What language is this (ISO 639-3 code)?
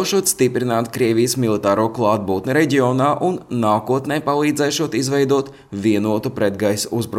lav